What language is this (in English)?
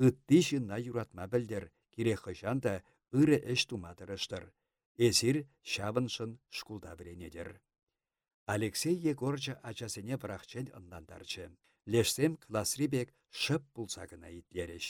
Chuvash